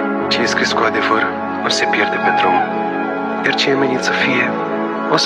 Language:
Romanian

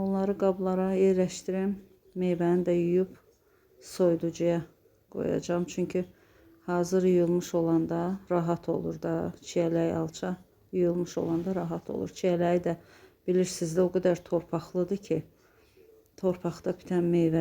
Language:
Azerbaijani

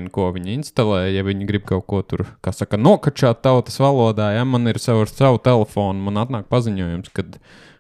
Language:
Latvian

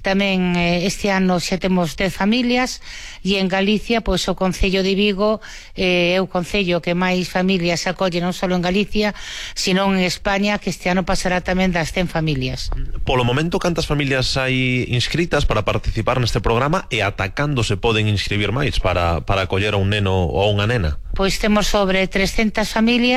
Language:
Galician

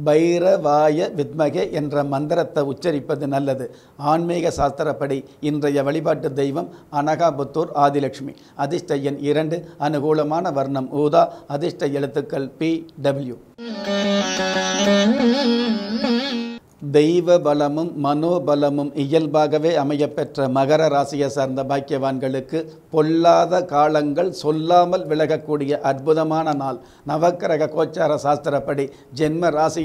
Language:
Tamil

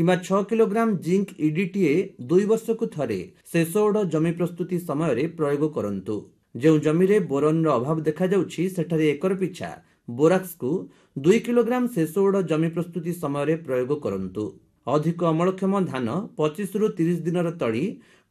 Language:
Odia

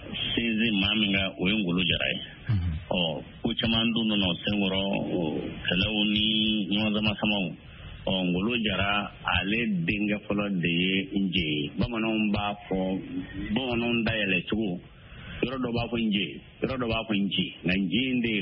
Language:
Bambara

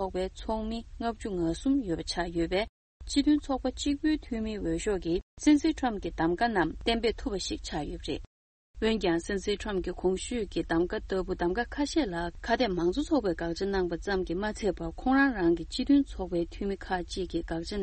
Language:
Tibetan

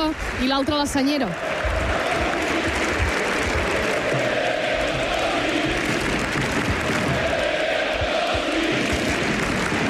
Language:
Catalan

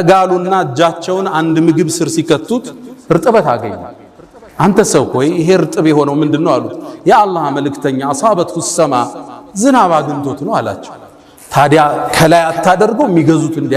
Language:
Amharic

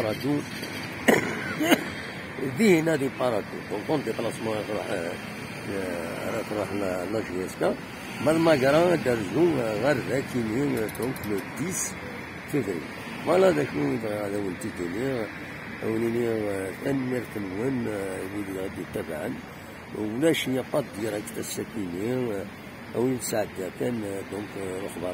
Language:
Kabyle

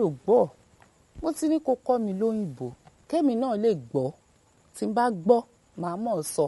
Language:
Yoruba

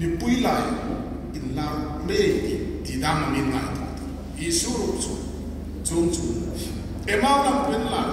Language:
Hmar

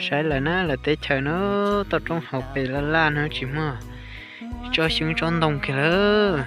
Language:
Hmong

